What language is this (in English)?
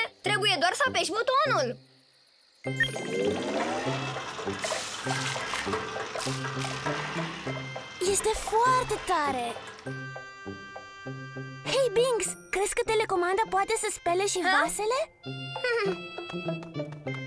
Romanian